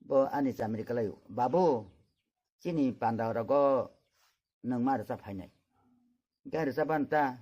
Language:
Kok Borok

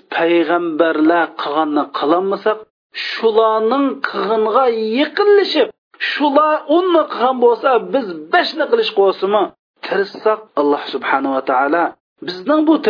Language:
Uyghur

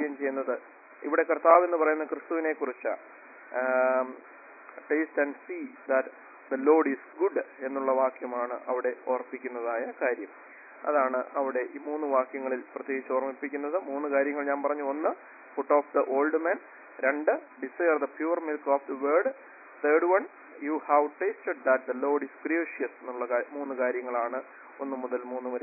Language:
Malayalam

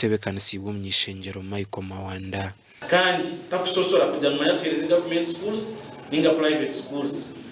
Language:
Nyankole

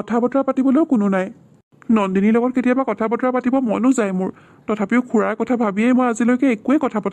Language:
Assamese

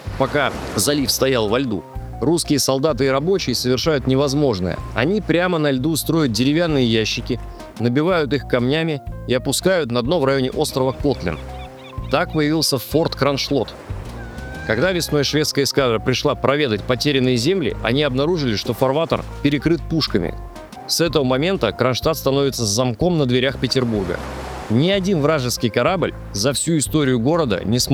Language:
Russian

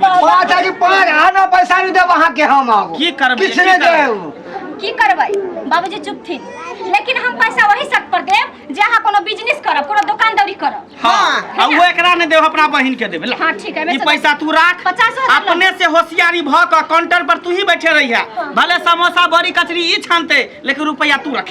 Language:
Maithili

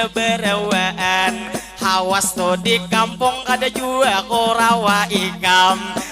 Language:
Banjar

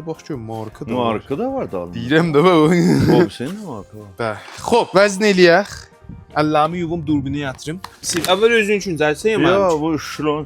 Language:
South Azerbaijani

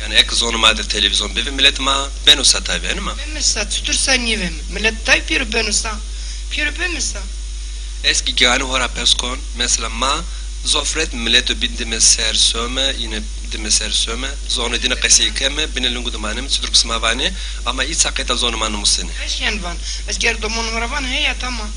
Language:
Zaza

